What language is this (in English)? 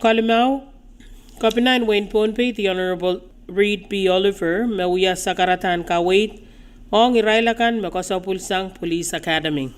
Pohnpeian